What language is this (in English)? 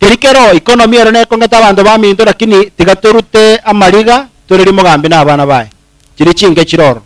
Gusii